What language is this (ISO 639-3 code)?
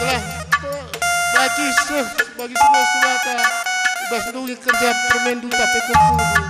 btx